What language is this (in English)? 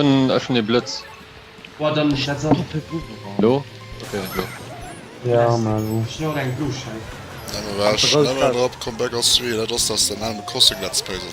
Luxembourgish